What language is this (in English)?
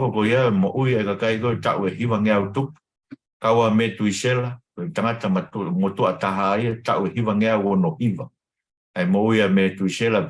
Tongan